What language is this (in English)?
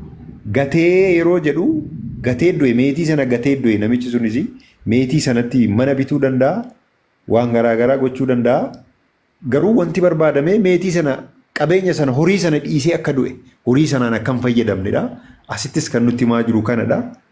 Oromo